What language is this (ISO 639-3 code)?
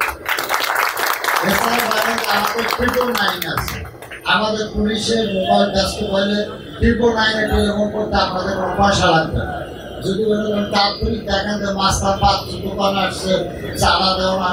ben